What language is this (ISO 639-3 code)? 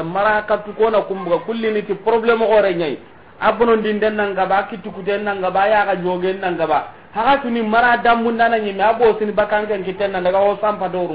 snk